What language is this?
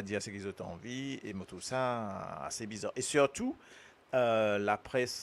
Morisyen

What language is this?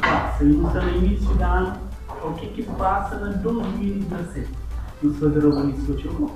Kabuverdianu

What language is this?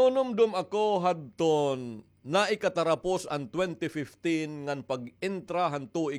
Waray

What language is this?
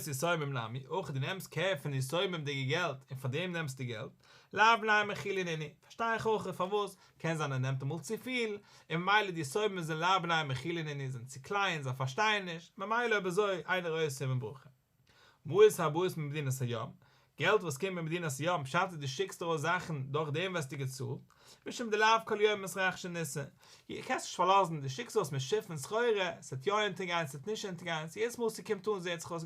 Yiddish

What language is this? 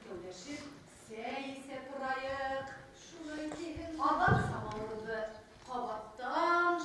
Bashkir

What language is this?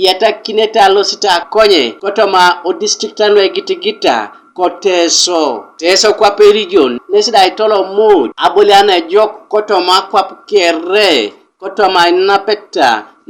Teso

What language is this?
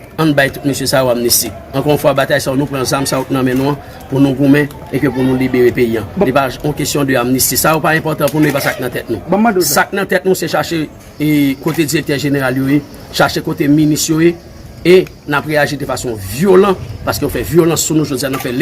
Haitian Creole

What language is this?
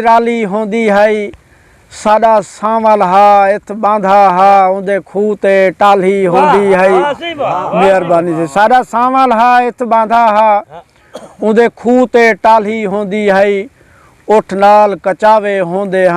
Saraiki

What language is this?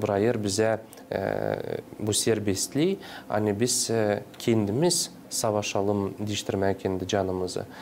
Gagauz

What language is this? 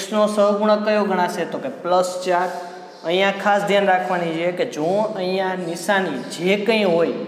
Gujarati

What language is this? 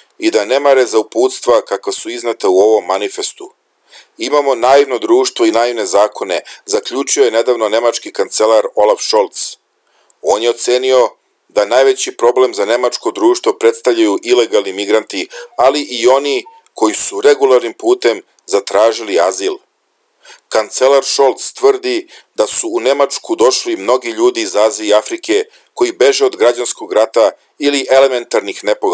Serbian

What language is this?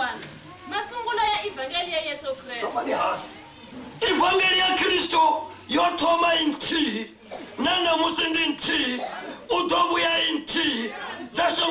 Venda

